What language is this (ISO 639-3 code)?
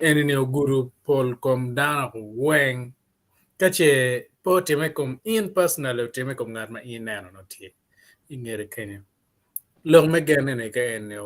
ach